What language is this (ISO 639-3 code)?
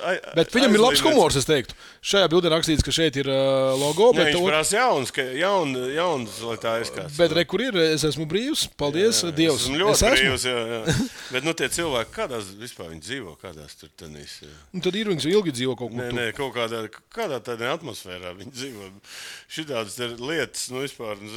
lav